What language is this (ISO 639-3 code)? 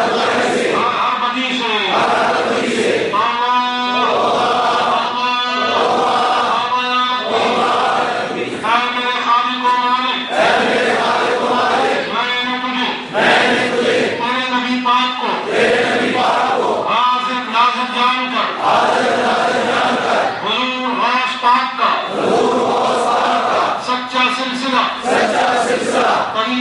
urd